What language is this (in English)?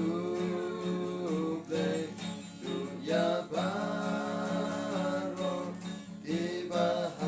Khasi